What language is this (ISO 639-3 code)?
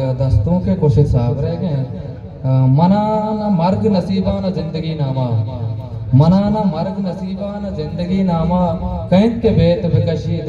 bgp